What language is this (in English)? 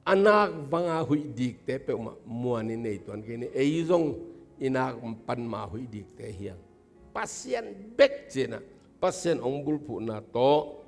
Tedim Chin